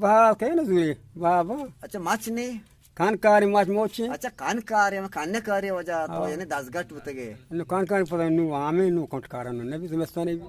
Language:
Eastern Balochi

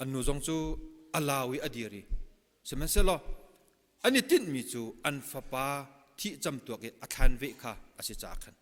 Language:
Hakha Chin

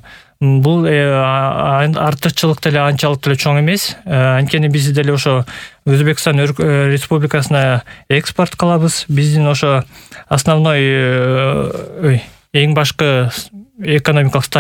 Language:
Kyrgyz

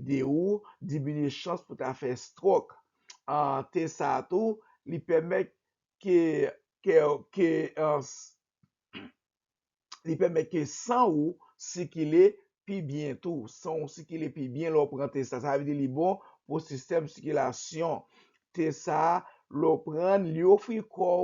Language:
Haitian Creole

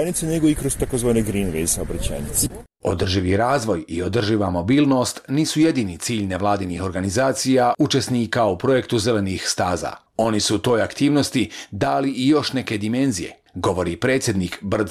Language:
Bosnian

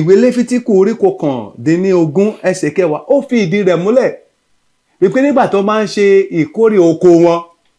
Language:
Yoruba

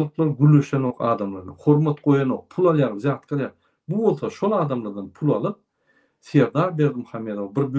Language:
Turkmen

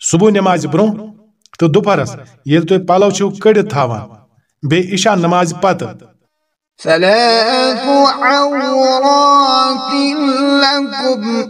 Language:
Kashmiri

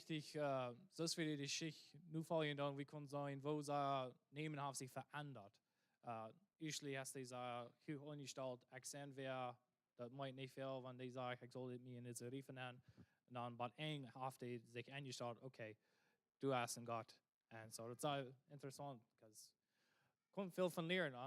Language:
Plautdietsch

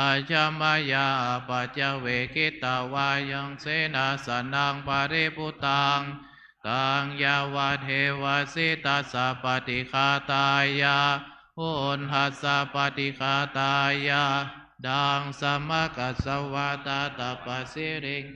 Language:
Pali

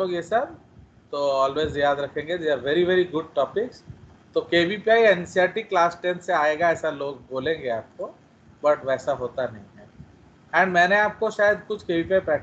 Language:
Hindi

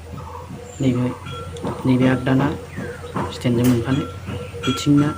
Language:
Bodo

